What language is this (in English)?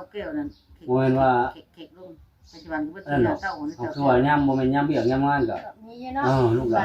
Northeastern Thai